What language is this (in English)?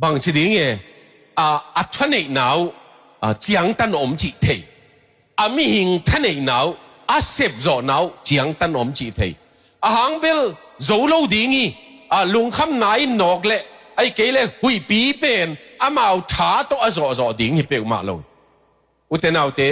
Tedim Chin